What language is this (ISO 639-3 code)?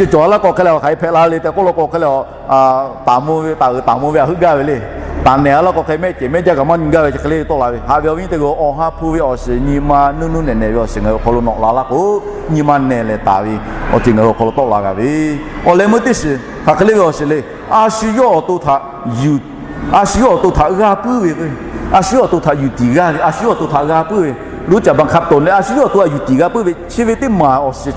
lhu